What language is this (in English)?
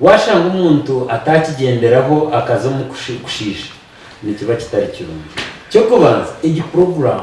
Nyankole